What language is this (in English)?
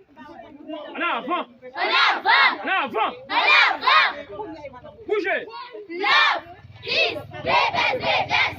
Haitian Creole